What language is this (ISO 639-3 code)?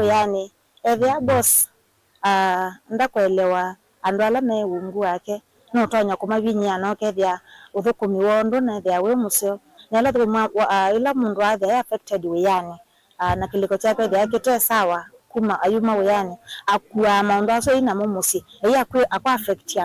kam